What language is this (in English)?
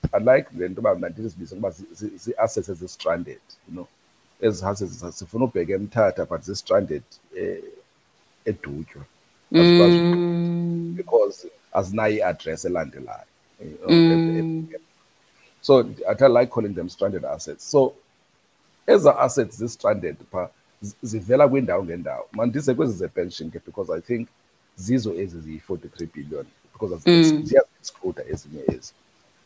Xhosa